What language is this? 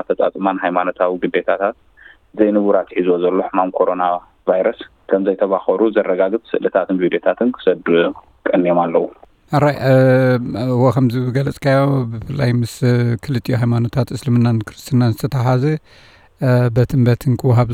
Tigrinya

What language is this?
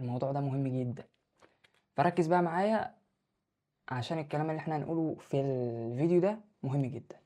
Egyptian Arabic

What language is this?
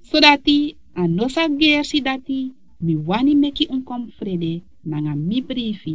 Sranan Tongo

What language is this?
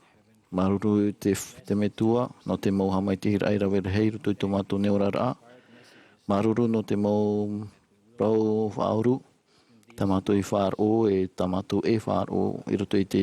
Tahitian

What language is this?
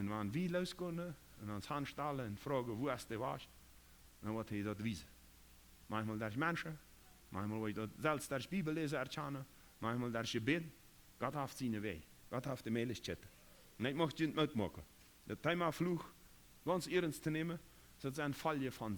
Plautdietsch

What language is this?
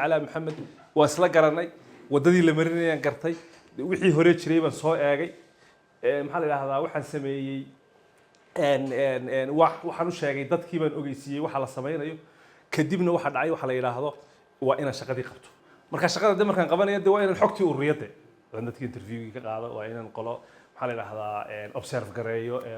Somali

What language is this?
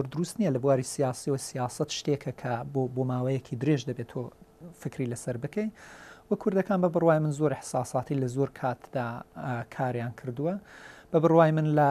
Central Kurdish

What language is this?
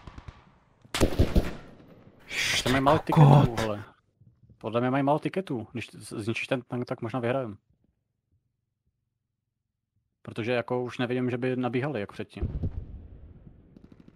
Czech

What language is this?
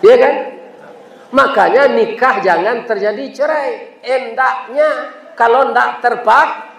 Minangkabau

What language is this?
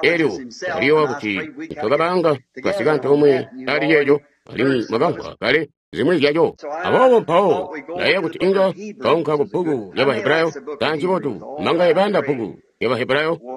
Tonga (Zambia)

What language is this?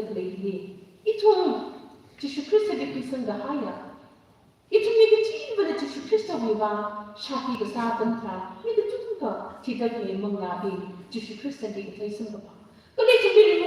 Tangkhul Naga (India)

